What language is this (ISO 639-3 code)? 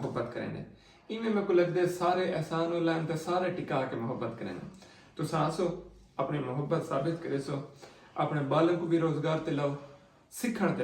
skr